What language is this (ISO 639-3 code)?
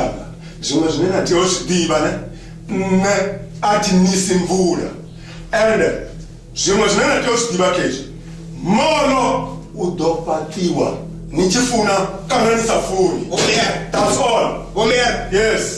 ven